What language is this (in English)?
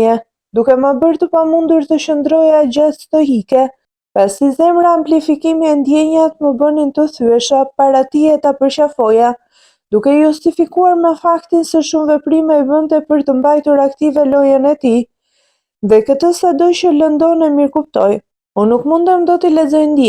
Albanian